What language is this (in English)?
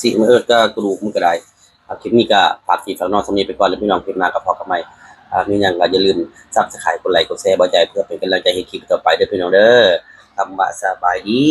Northeastern Thai